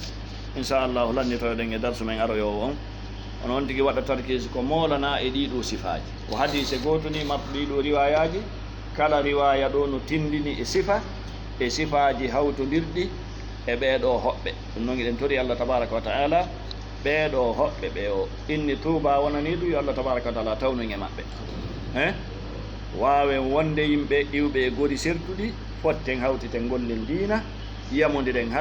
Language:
Fula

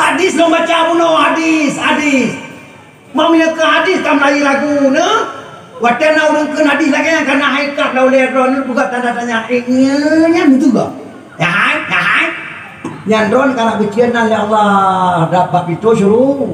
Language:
Achinese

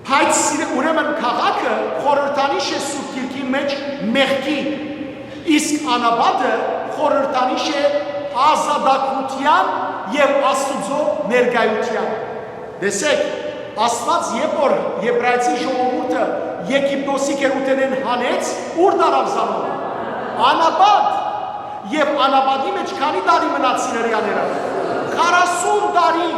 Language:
Western Armenian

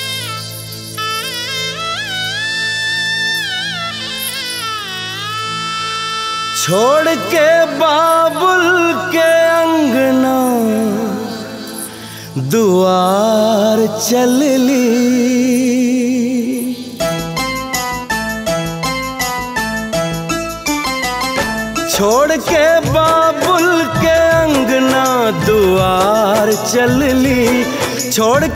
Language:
Bhojpuri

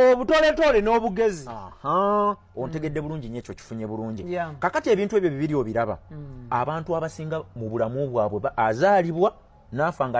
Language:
Ganda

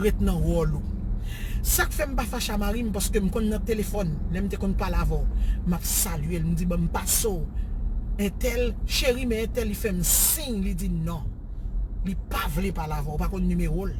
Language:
Haitian Creole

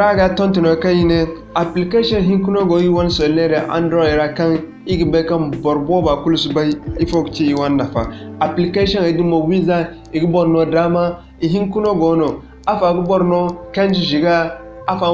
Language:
Zarma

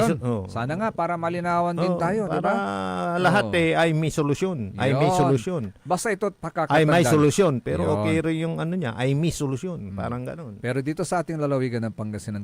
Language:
Pangasinan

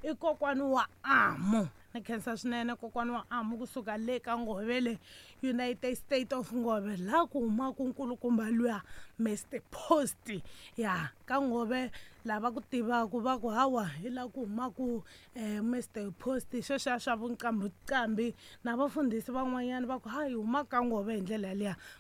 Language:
Tsonga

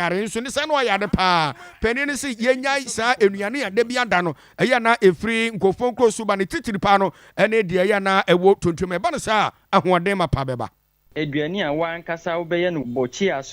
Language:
Akan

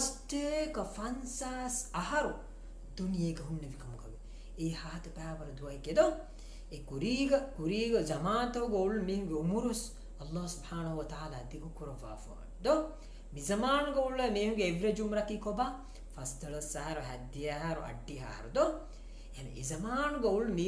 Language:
Divehi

